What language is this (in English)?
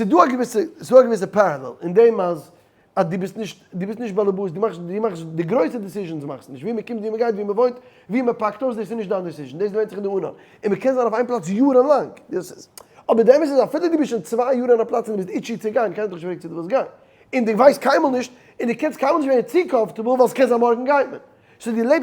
Yiddish